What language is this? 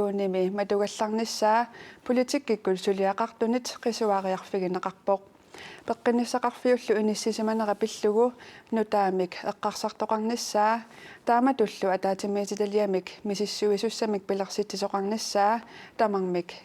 Kalaallisut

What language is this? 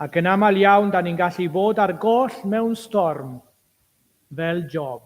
Welsh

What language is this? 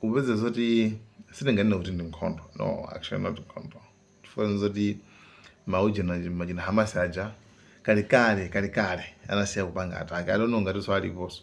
Nyanja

